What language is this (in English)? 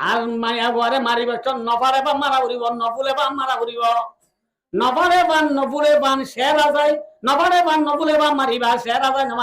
Rohingya